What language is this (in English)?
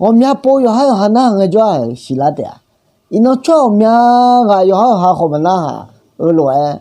Akha